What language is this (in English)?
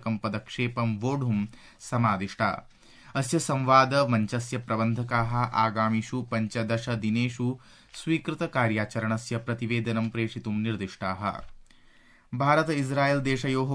Sanskrit